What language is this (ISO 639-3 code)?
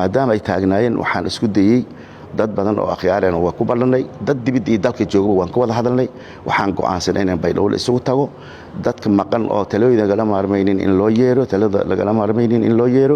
som